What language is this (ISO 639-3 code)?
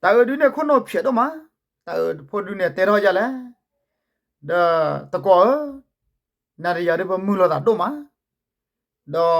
ksw